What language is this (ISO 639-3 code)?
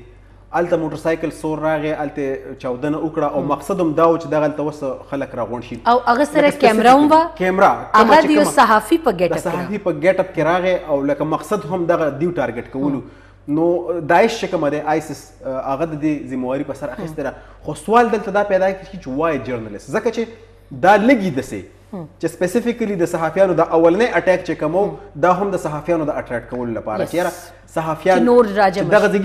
pus